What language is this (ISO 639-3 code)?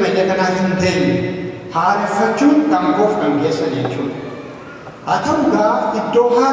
orm